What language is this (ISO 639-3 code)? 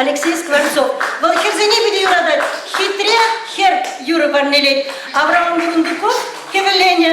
chv